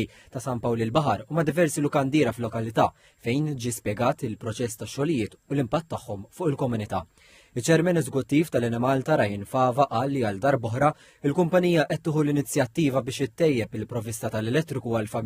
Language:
Maltese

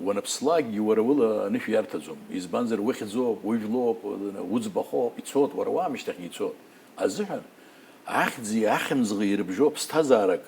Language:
Abkhazian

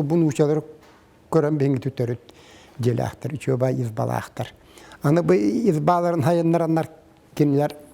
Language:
Yakut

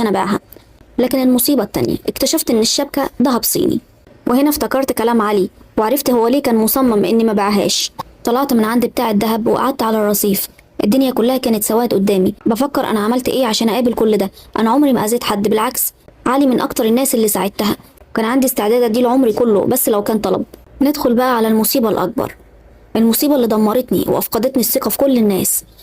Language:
Egyptian Arabic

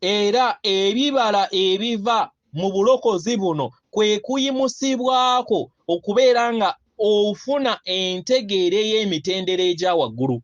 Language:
Ganda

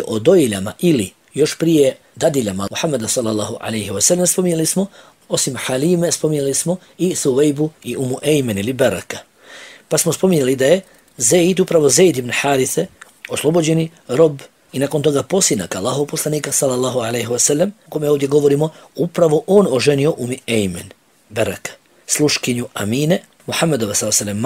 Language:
Bosnian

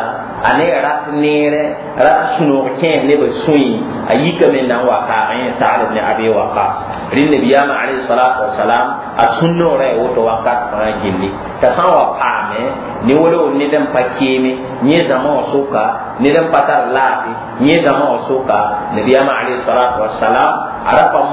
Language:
Mossi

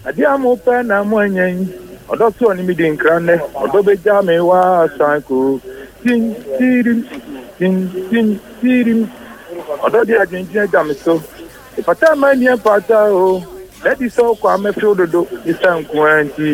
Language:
Akan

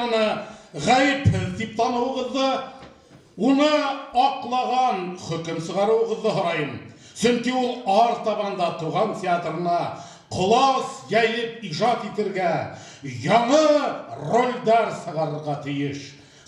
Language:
Bashkir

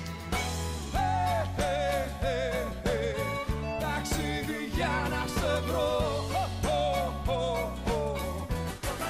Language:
Greek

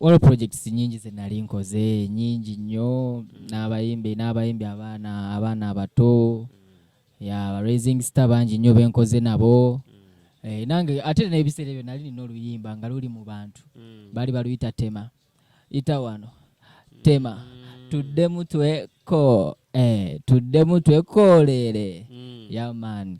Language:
Ganda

